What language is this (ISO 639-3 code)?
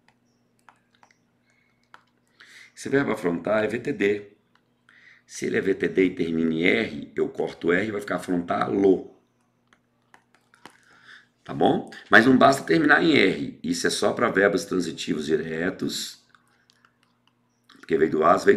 por